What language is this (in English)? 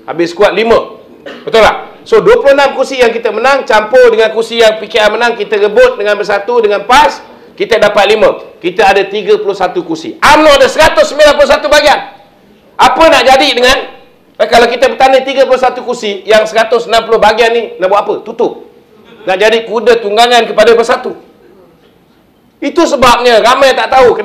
Malay